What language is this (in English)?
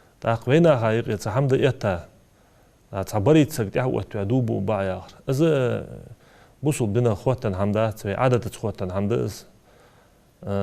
Ingush